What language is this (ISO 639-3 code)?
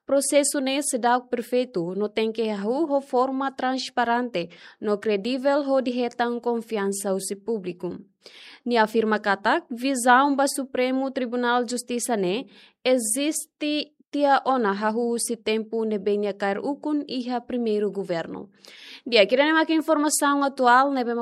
tet